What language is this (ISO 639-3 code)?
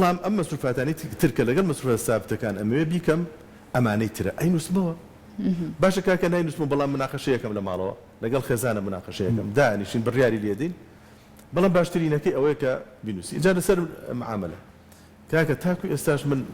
ckb